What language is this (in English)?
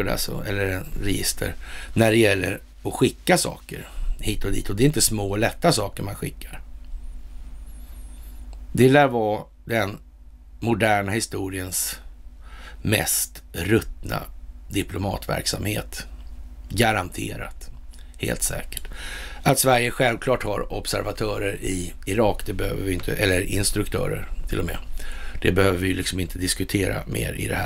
Swedish